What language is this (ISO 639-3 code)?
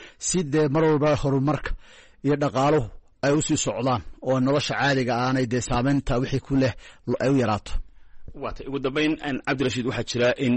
som